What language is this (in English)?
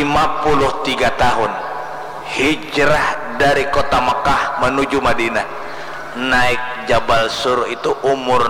Banjar